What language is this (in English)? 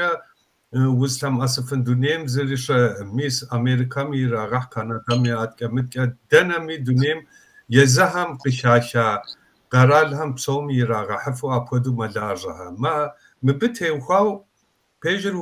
Kabardian